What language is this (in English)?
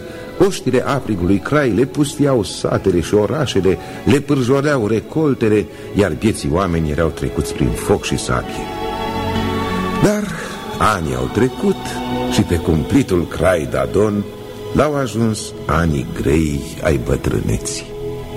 Romanian